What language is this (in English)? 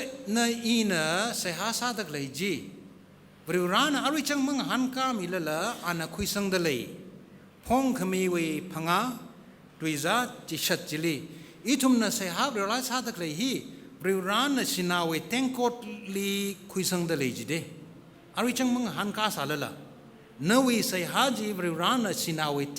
Tangkhul Naga (India)